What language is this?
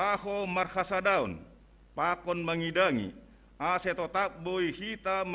Batak Simalungun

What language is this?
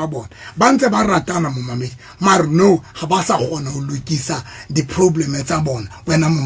Southern Sotho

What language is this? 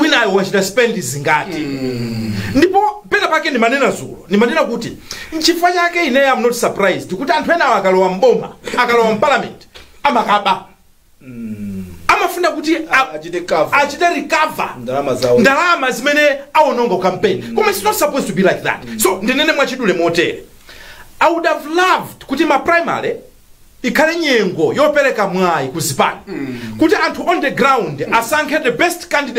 Nyanja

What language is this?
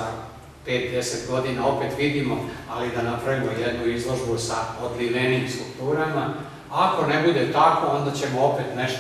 Serbian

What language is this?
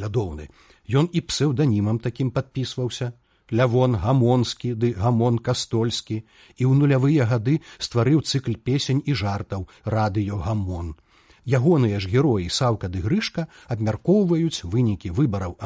Belarusian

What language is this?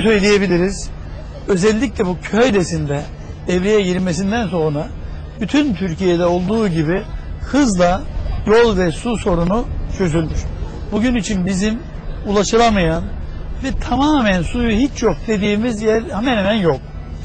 Turkish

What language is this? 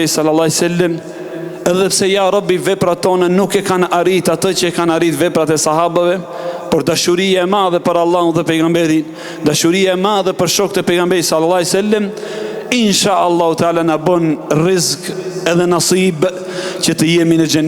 Albanian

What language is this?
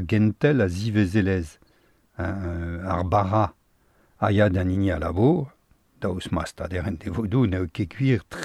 Breton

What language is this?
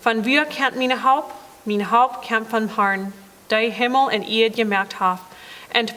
Plautdietsch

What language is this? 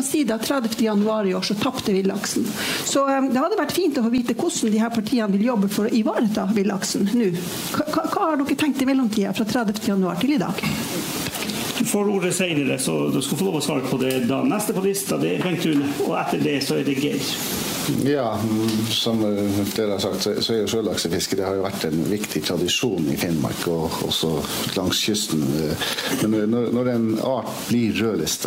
Norwegian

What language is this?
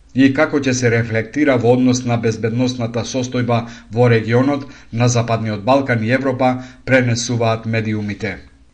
Macedonian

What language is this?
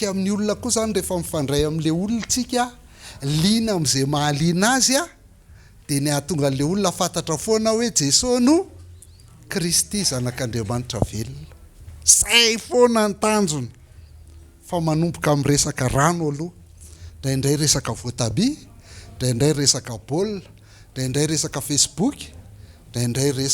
Malagasy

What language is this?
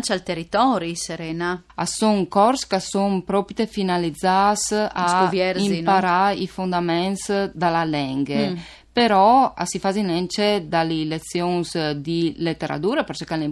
Friulian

